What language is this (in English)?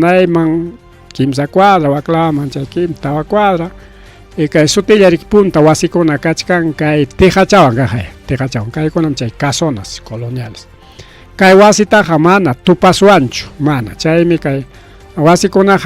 Ayacucho Quechua